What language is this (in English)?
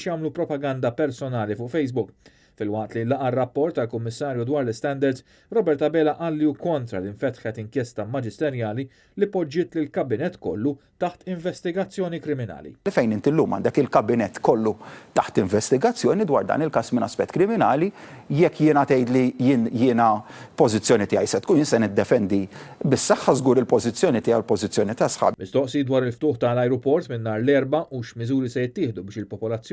Maltese